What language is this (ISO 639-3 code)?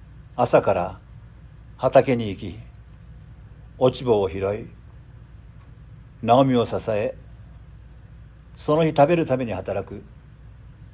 jpn